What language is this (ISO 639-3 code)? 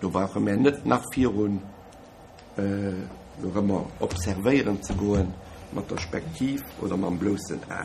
ltz